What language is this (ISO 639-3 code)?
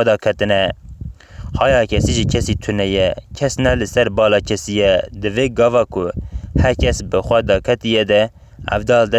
kur